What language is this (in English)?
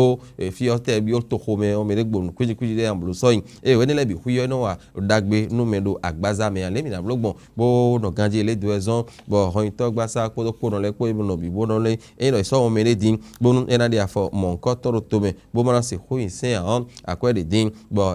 Fon